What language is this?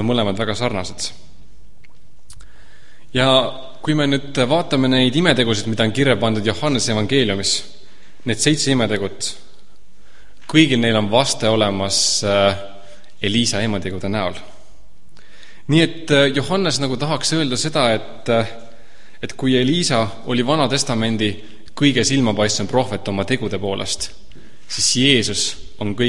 Estonian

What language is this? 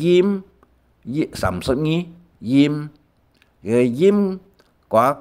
Hakka Chinese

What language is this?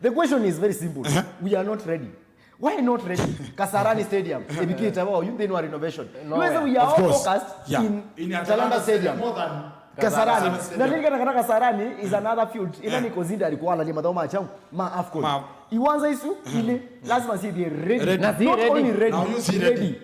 Kamba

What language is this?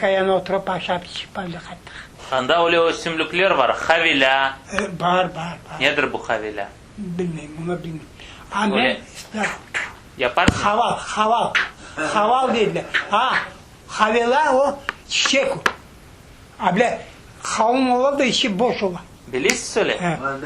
Crimean Tatar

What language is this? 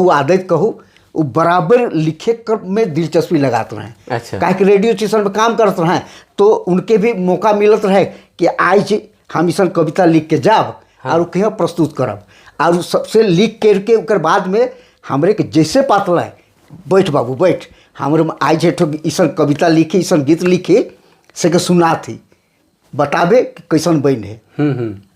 Sadri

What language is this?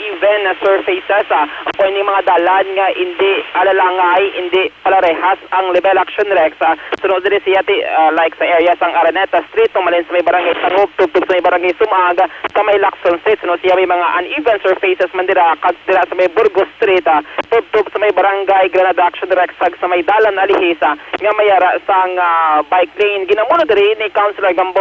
Hiligaynon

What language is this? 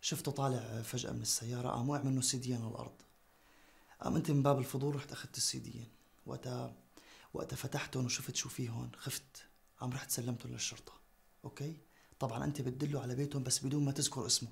North Levantine Arabic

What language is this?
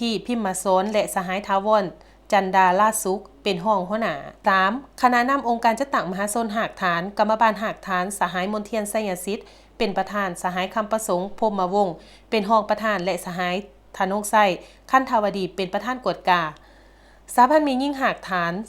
Lao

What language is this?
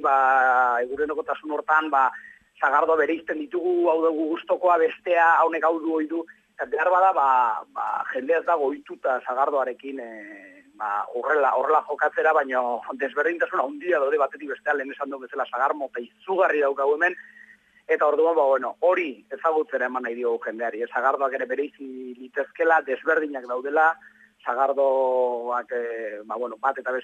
Basque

